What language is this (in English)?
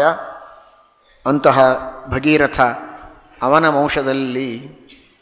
Kannada